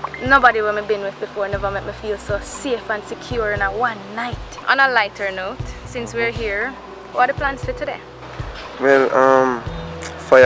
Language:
Jamaican Creole English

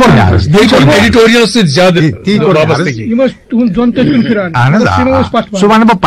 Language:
Kashmiri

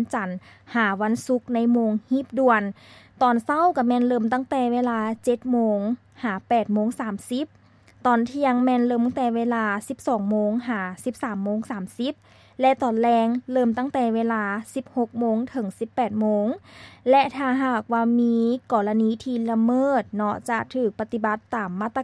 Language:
Lao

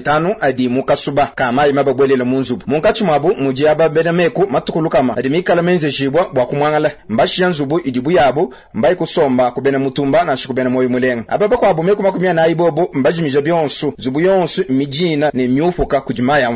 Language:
Luba-Lulua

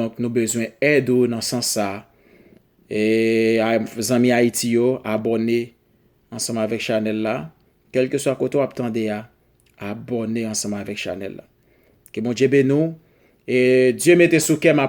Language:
Haitian Creole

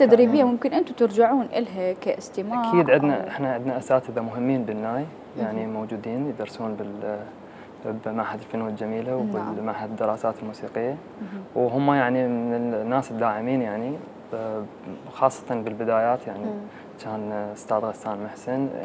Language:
Mesopotamian Arabic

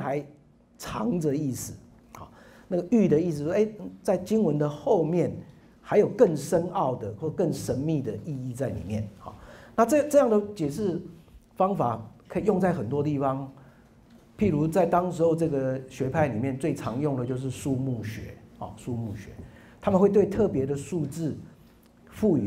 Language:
Chinese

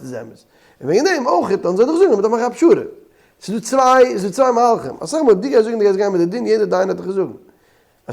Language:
Yiddish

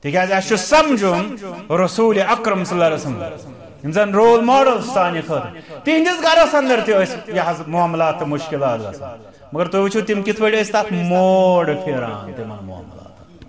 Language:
Kashmiri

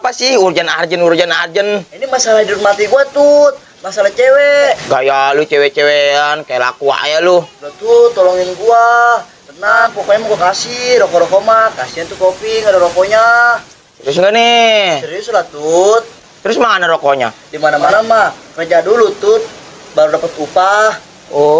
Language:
Betawi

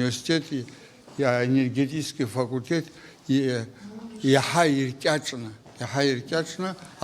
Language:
Abkhazian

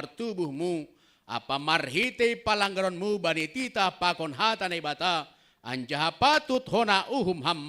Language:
Batak Simalungun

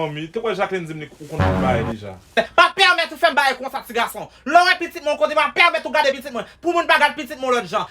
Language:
Haitian Creole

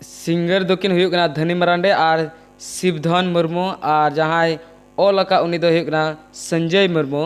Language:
Santali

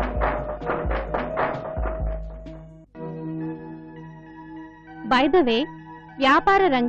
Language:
Telugu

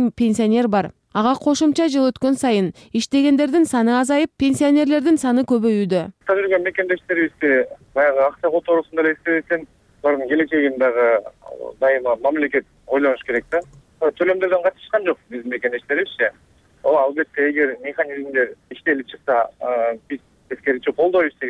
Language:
Kyrgyz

